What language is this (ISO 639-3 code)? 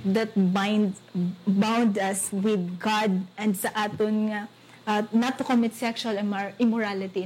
hil